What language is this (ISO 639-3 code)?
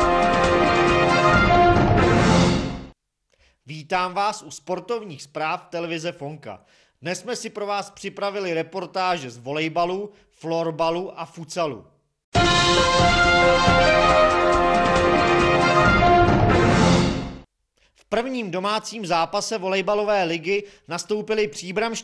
ces